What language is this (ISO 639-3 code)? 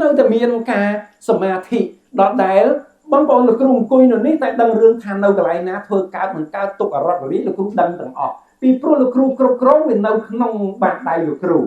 khm